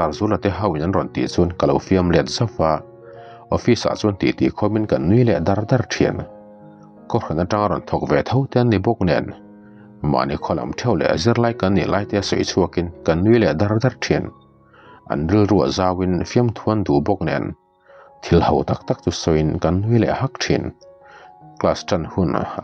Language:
Mizo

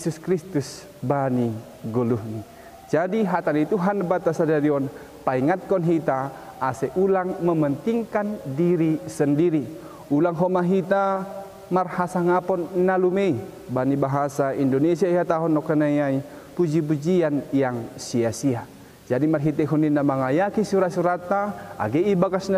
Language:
Batak Simalungun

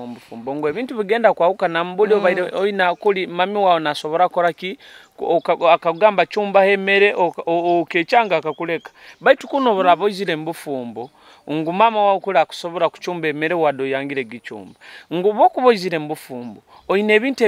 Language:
Nyoro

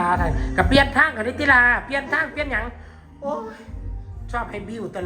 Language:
Lao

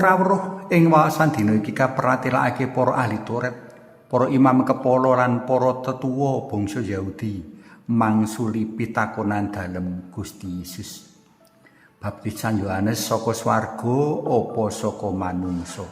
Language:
Javanese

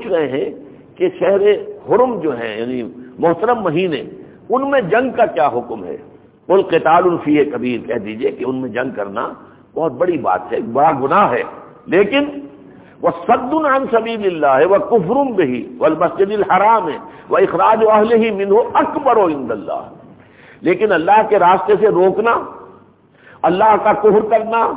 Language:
Urdu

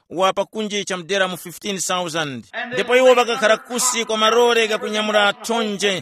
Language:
Tumbuka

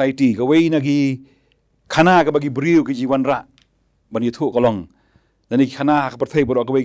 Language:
Khasi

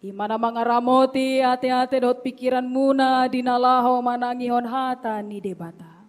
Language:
Batak Toba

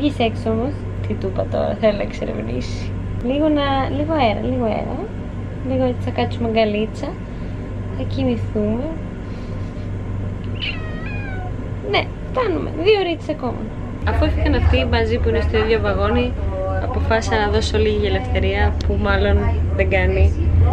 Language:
Greek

